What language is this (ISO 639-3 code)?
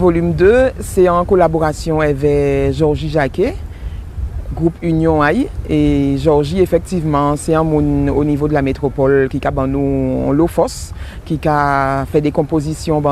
gcf